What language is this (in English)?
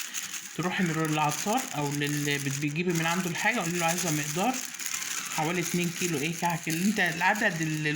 Egyptian Arabic